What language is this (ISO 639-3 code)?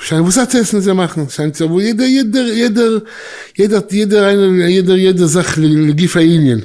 yid